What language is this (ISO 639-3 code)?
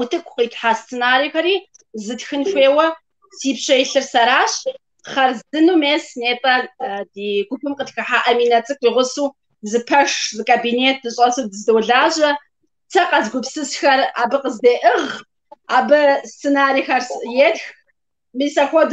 kbd